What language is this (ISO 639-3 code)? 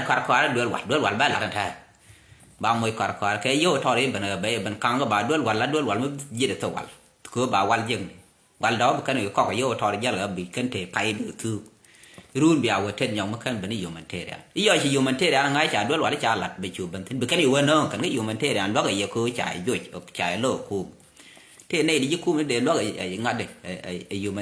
nus